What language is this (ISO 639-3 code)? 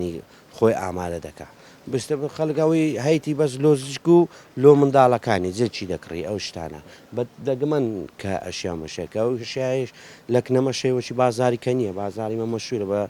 ckb